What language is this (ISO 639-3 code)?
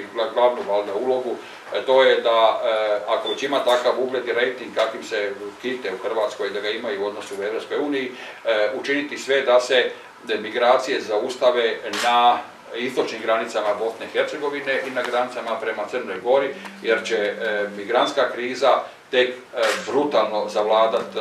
hrv